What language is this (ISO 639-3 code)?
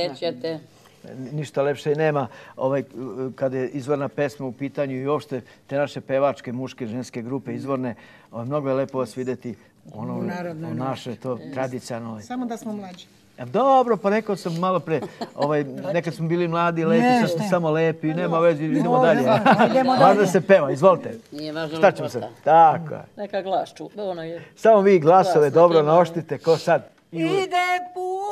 srp